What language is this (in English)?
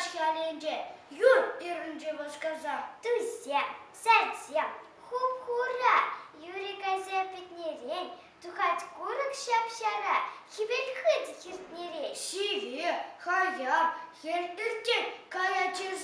Chuvash